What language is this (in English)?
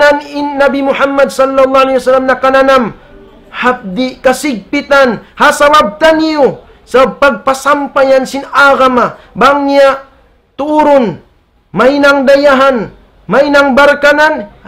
Tausug